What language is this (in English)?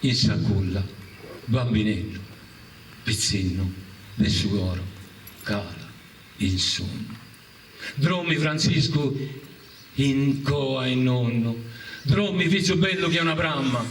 Sardinian